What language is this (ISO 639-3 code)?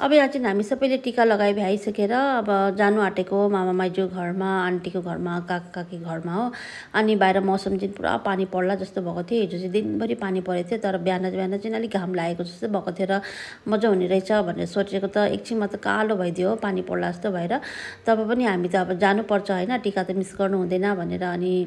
nep